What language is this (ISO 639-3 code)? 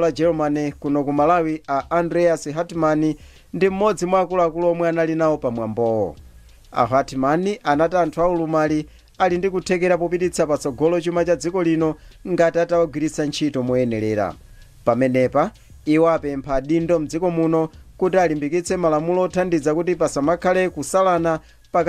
nya